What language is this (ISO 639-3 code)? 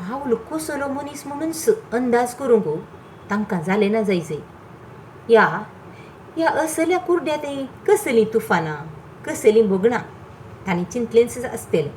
kok